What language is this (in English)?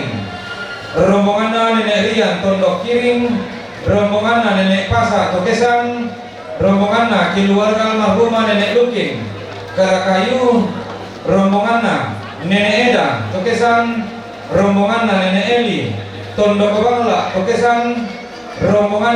Toraja-Sa'dan